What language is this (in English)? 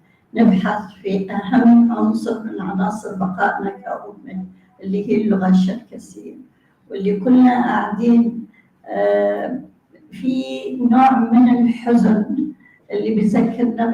North Levantine Arabic